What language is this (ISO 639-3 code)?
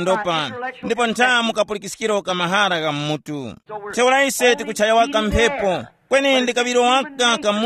tum